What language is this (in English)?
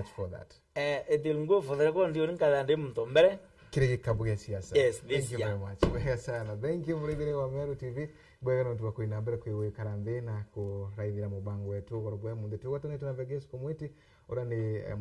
Meru